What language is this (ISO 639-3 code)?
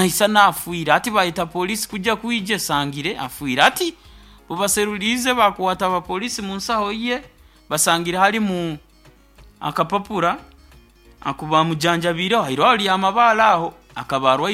nyo